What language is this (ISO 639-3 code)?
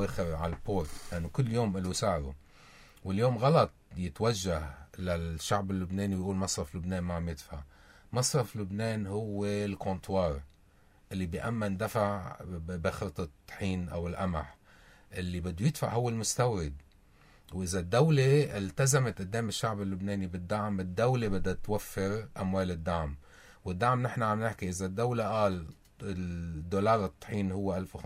apc